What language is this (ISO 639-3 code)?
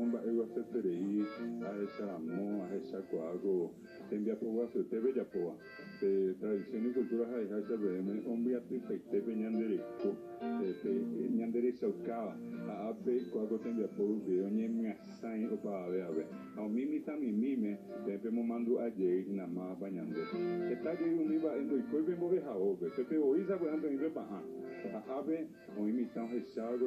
grn